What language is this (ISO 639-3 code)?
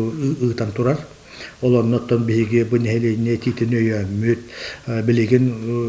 sah